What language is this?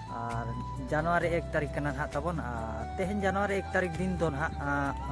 Santali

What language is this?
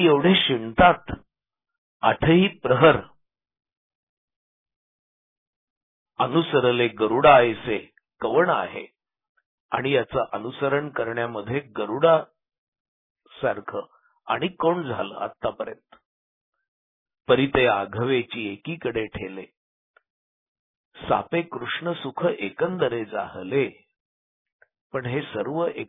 Marathi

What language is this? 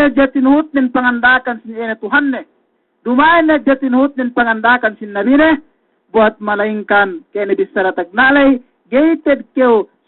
Yakan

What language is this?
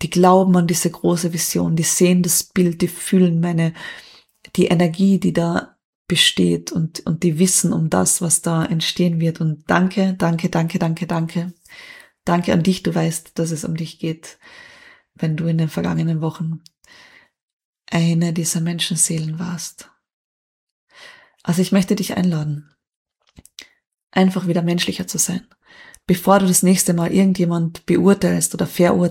German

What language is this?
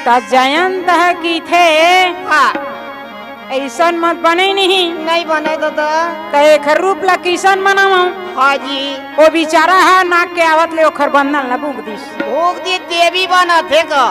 Chhattisgarhi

